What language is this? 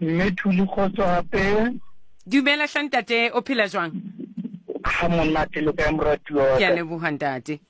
Southern Sotho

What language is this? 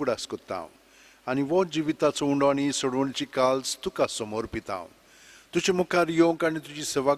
Konkani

